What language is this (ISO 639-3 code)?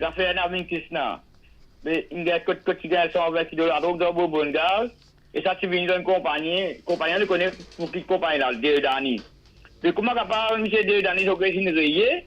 mfe